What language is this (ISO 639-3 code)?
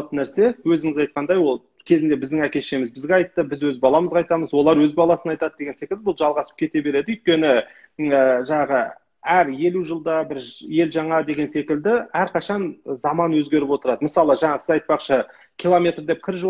kaz